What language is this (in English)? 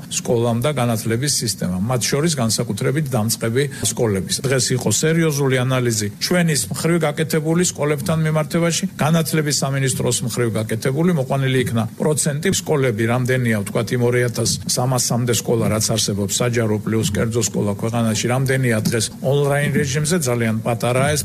Georgian